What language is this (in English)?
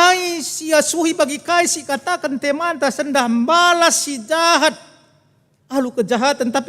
Batak Karo